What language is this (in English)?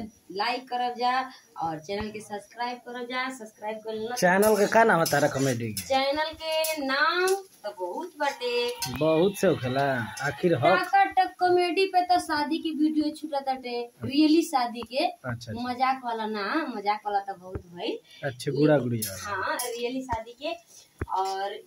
Bhojpuri